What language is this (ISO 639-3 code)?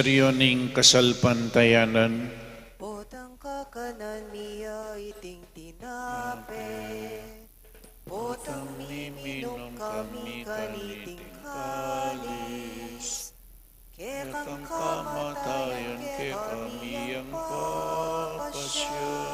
pam